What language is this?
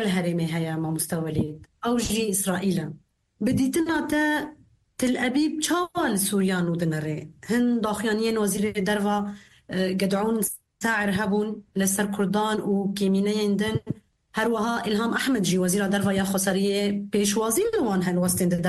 Kurdish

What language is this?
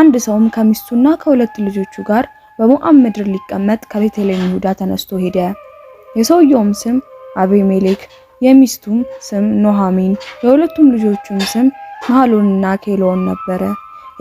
Amharic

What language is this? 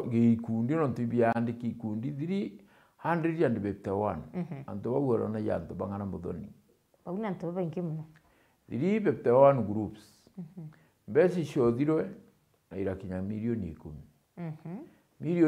Meru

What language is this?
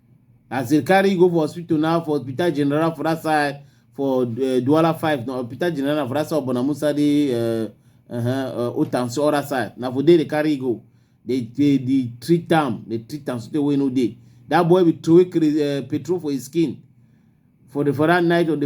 Cameroon Pidgin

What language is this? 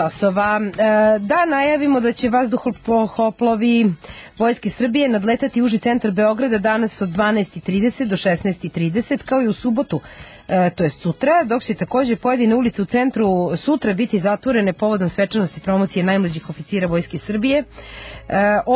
Serbian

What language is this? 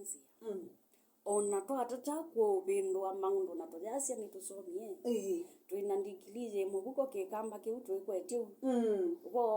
Kamba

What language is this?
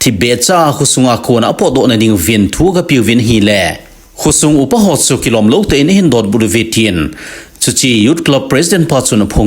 Thado Chin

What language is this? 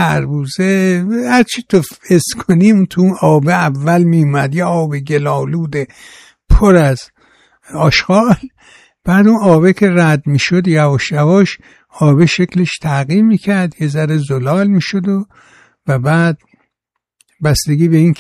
Persian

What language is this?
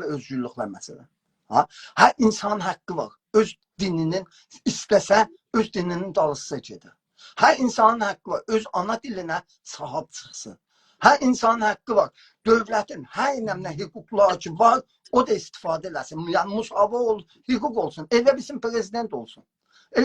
South Azerbaijani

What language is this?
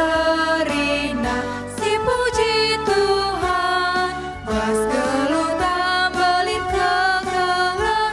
Batak Karo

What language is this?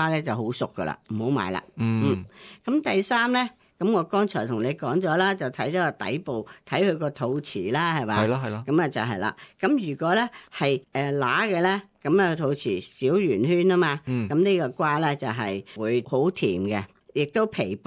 Cantonese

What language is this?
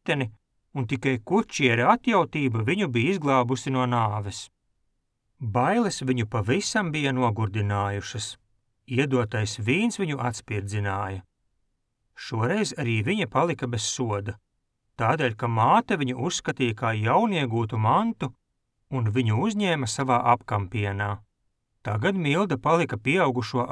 Latvian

